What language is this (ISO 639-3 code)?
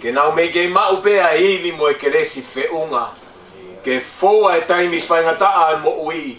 ton